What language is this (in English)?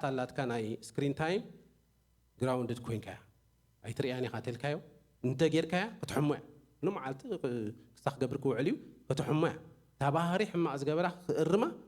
Tigrinya